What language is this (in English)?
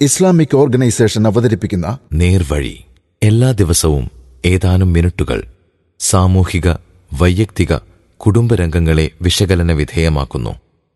Malayalam